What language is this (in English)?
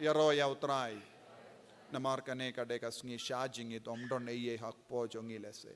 Khasi